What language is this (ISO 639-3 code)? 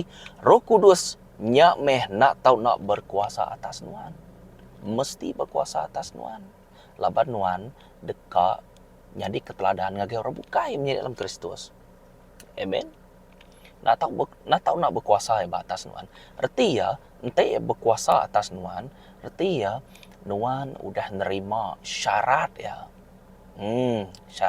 iba